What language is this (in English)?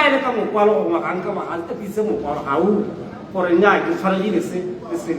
Tswana